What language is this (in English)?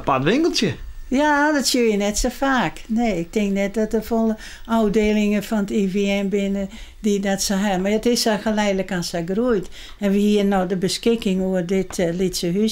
Western Frisian